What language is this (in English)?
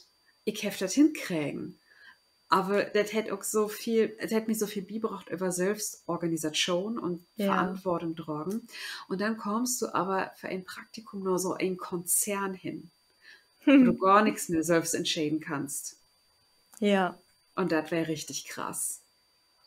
Low German